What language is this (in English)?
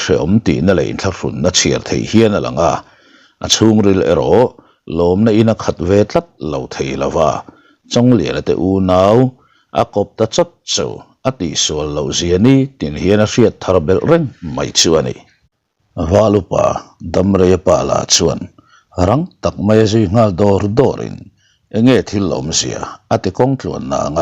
Mizo